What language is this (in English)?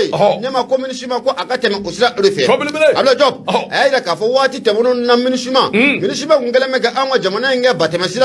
Bambara